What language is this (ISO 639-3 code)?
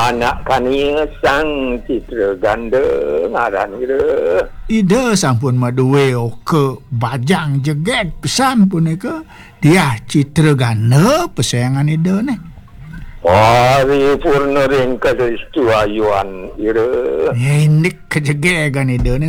ban